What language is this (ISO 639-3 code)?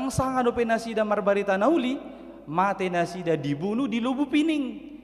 bbc